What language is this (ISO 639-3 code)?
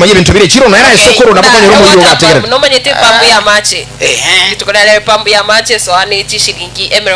guz